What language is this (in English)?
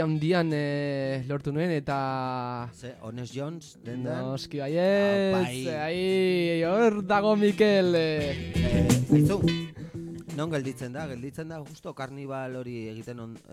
Basque